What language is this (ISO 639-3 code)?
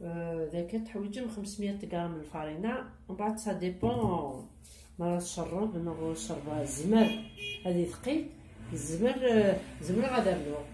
kab